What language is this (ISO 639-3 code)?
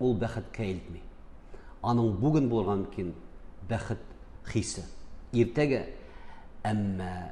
tat